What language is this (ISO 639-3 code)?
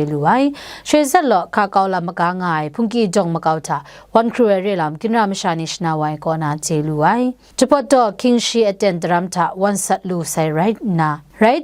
kac